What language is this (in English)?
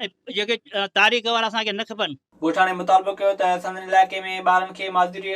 Sindhi